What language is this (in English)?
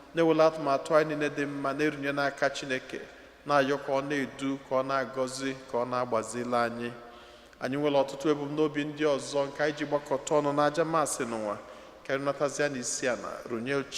Igbo